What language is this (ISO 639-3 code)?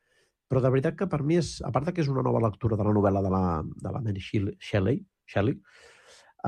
cat